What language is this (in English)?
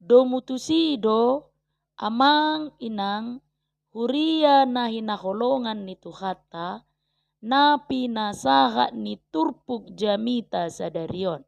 Batak Toba